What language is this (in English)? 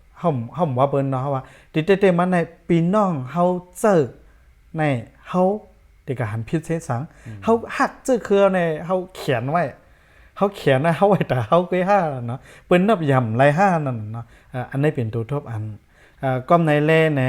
Shan